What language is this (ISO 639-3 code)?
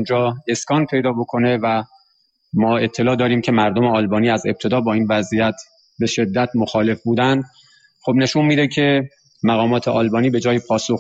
fas